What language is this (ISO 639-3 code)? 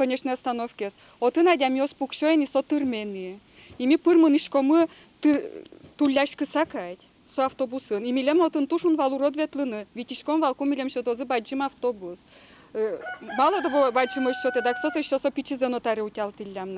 udm